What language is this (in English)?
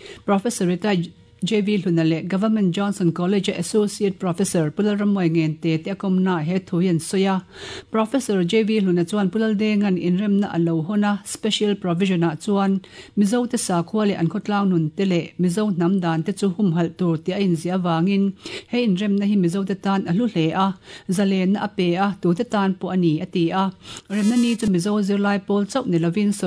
Mizo